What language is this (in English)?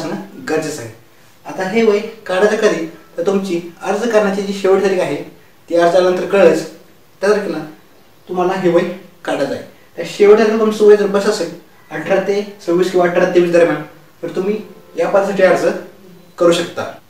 Marathi